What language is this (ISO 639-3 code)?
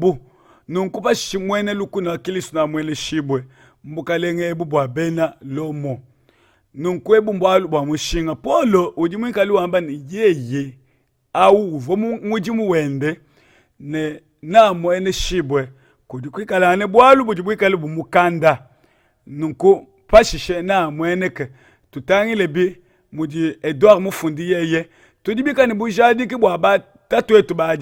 lua